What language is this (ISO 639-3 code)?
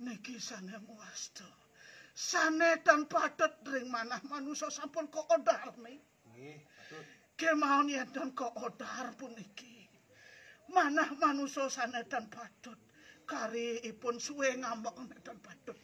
ban